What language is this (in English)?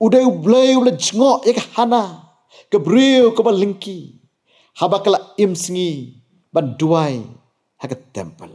Khasi